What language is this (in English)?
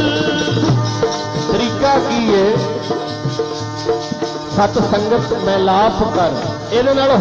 Punjabi